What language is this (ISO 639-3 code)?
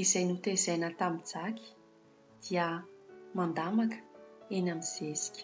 mlg